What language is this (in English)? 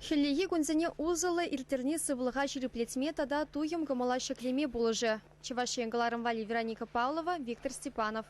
Chuvash